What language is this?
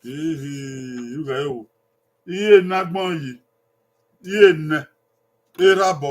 Bini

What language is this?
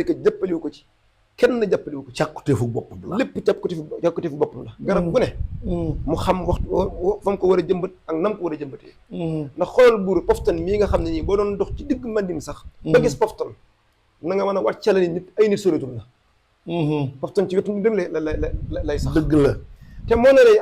Wolof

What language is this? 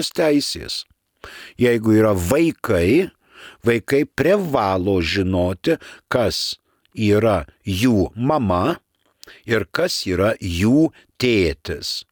Lithuanian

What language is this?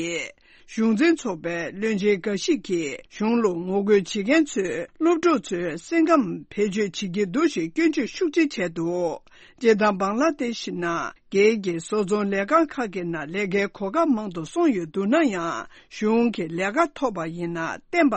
Tibetan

